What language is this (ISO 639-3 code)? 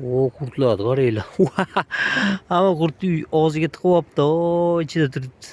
uzb